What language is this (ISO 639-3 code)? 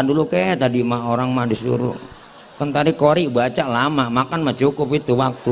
bew